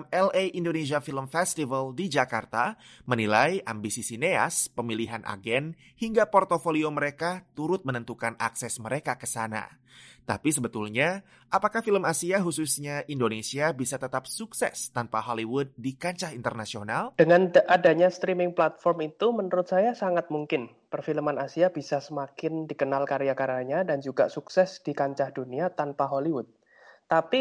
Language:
Indonesian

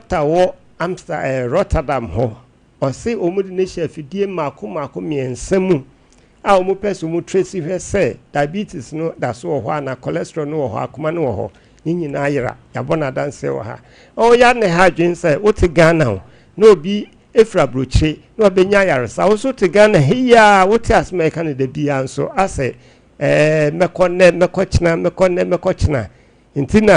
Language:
Akan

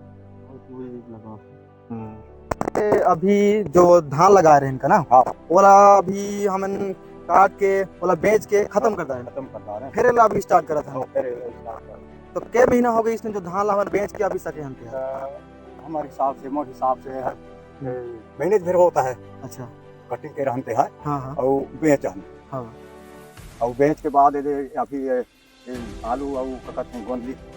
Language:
Chhattisgarhi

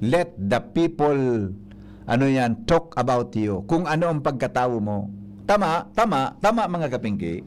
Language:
Bikol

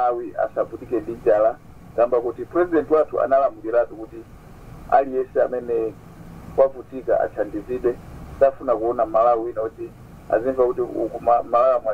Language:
Nyanja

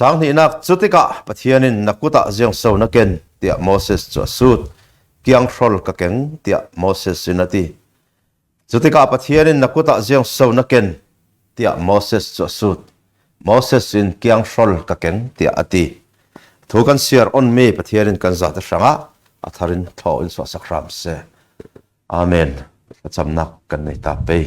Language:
Falam Chin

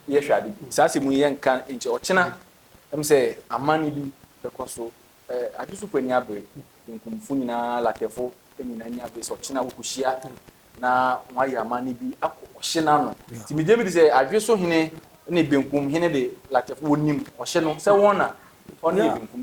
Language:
Akan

